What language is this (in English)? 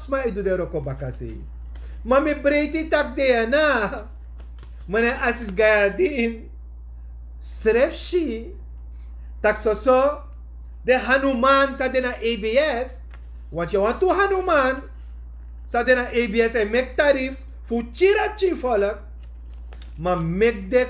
Sranan Tongo